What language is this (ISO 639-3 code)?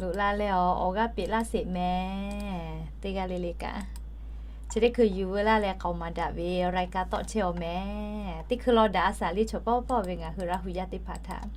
lhu